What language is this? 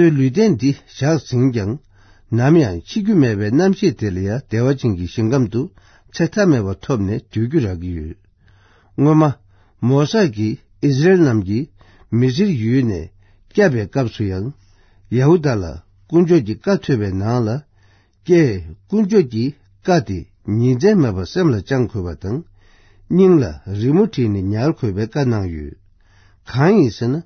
Tibetan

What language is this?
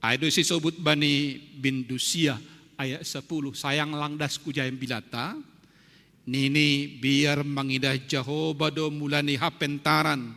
Batak Simalungun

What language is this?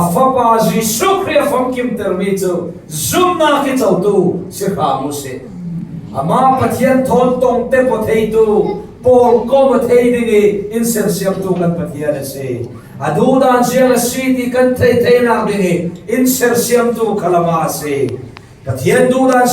Falam Chin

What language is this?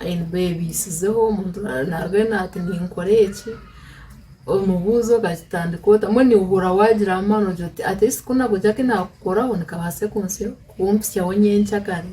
Nyankole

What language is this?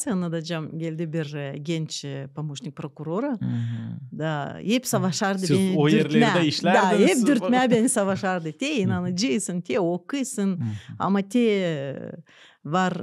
Gagauz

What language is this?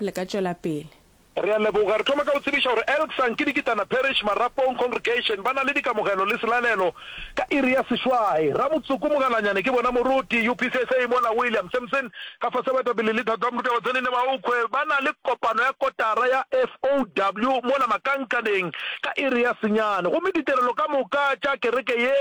Northern Sotho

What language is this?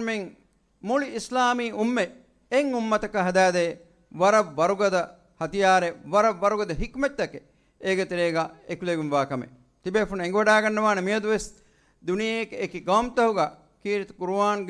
Divehi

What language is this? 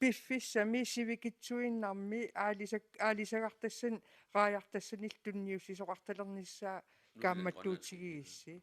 Kalaallisut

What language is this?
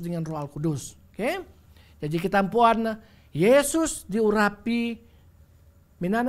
Bukar-Sadung Bidayuh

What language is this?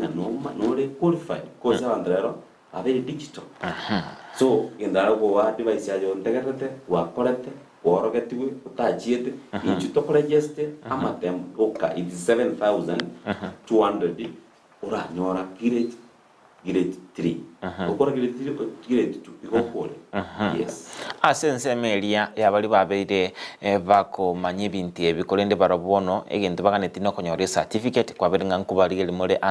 Gusii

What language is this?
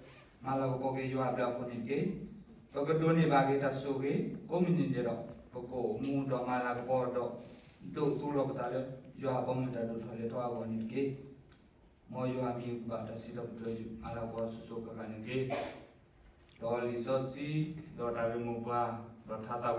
S'gaw Karen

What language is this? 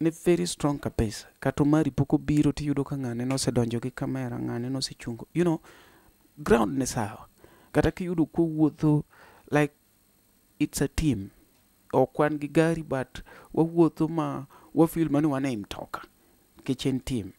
Luo (Kenya and Tanzania)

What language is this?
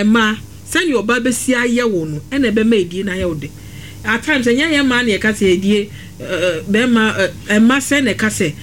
Akan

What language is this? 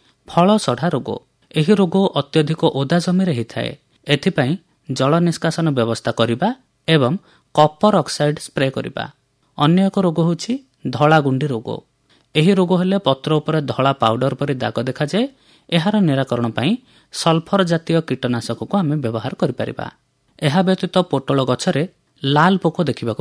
Odia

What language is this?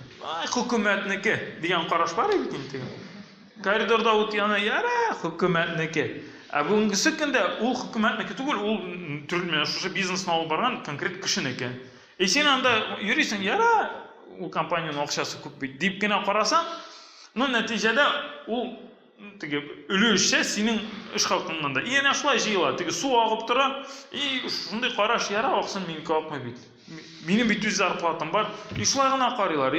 Tatar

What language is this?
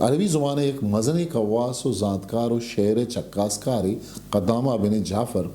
Eastern Balochi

